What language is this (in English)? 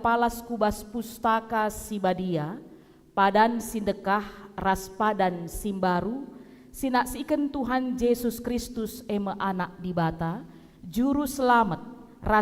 Batak Karo